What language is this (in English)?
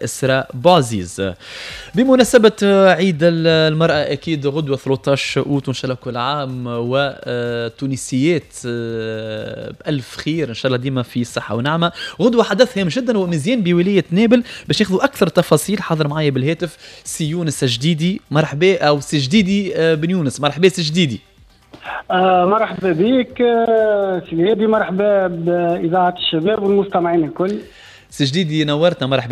Tunisian Arabic